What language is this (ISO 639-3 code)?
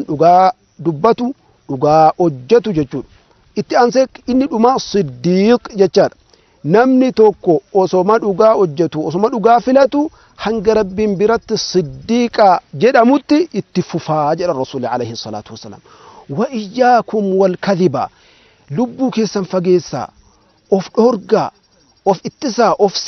orm